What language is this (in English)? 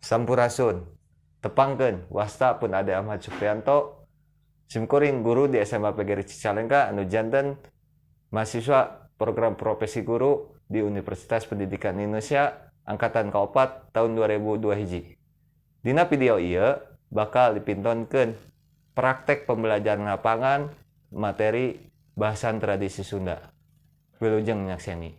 Sundanese